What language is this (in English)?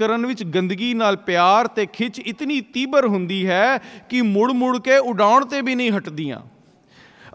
Punjabi